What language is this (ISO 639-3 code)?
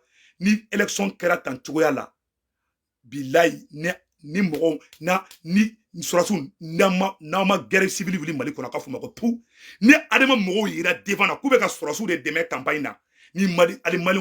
bam